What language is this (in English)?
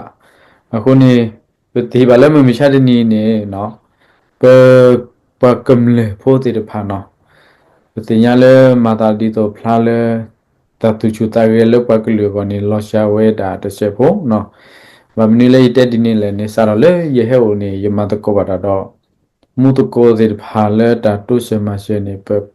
S'gaw Karen